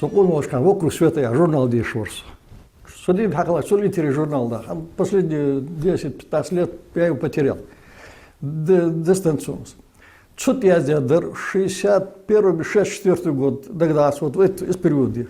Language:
Ingush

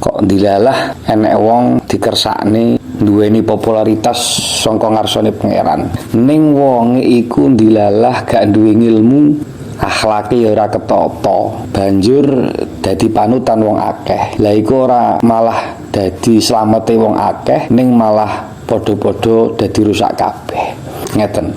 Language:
Javanese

